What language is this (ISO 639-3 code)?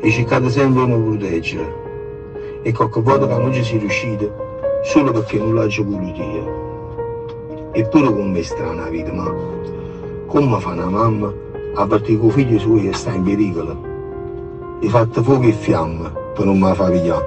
nap